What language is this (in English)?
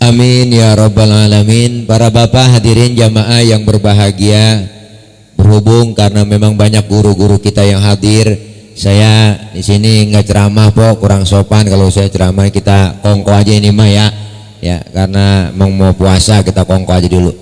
Betawi